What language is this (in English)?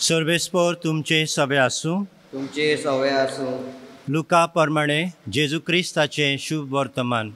Konkani